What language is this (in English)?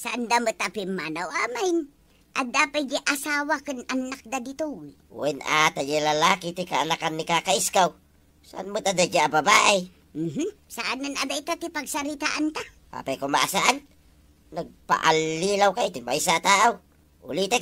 Iloko